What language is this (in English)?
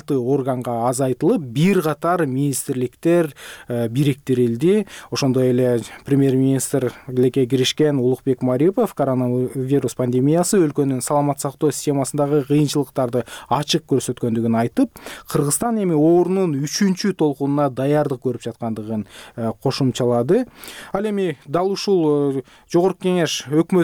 Kyrgyz